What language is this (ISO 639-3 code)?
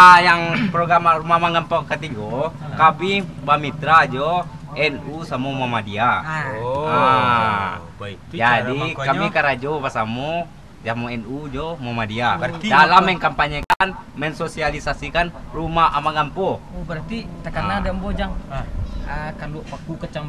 min